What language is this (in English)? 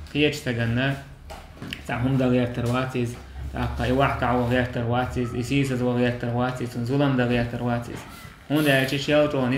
Chechen